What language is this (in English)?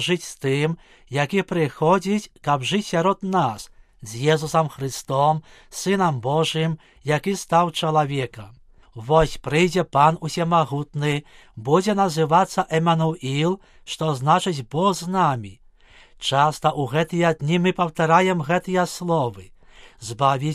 Belarusian